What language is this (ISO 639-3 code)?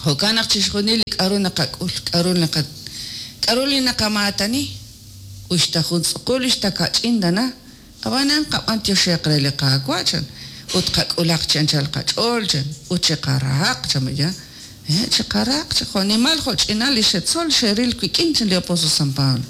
kek